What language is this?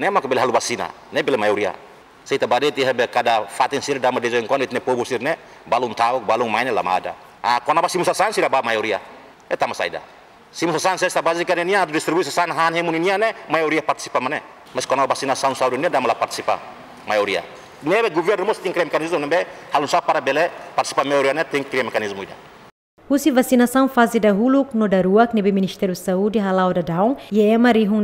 Tetum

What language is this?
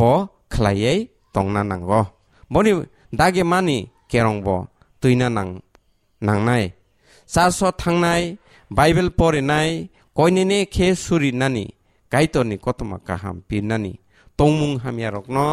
Kok Borok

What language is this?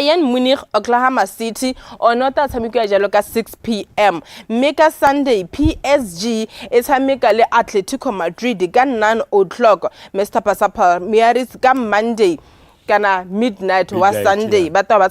Tswana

